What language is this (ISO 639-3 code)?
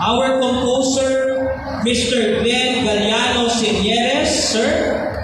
hil